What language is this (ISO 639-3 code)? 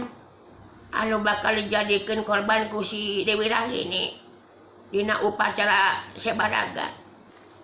sun